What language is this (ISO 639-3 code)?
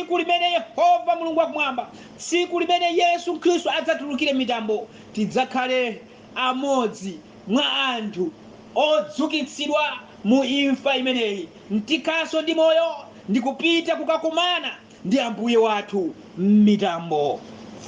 nya